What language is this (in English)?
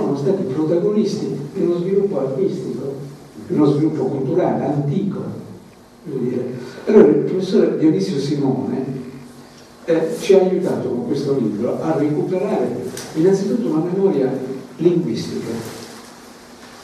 Italian